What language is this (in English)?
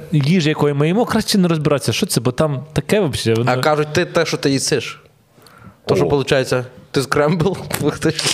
Ukrainian